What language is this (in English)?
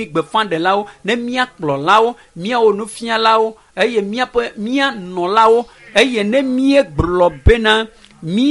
Ewe